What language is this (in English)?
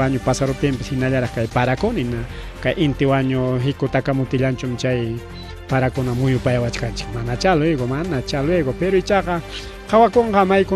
Ayacucho Quechua